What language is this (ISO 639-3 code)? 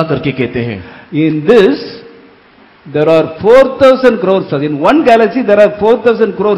hin